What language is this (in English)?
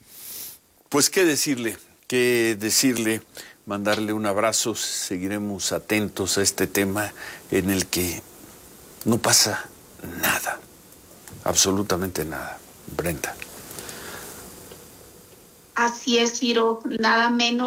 Spanish